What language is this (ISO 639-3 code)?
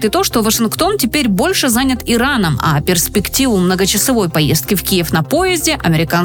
rus